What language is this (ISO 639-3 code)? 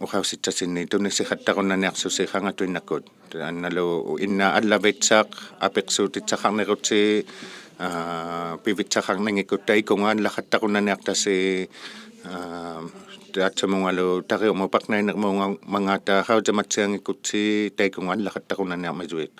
iku